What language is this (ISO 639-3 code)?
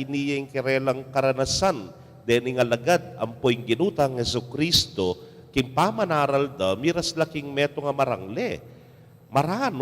pam